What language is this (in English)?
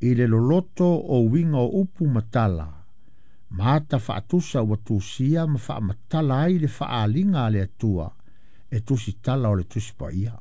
Samoan